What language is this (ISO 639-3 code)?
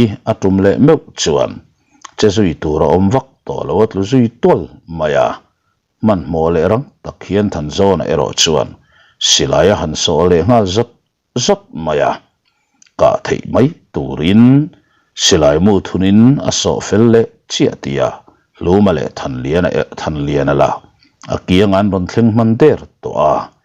lus